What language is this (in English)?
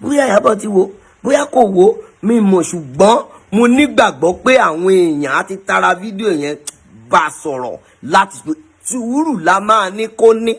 Yoruba